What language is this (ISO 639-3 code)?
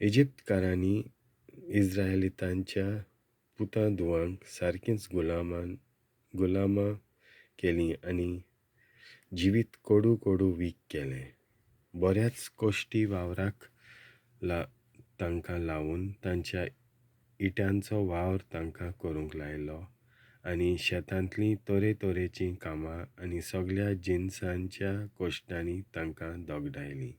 kok